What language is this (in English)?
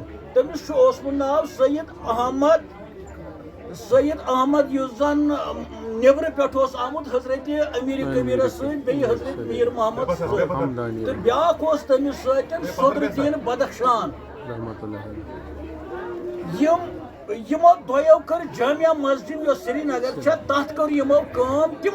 Kashmiri